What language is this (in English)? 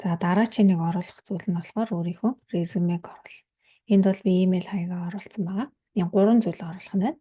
Mongolian